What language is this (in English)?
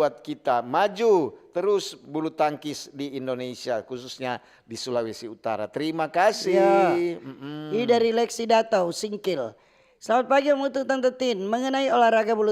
Manado Malay